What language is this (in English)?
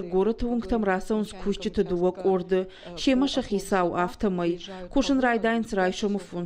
Ossetic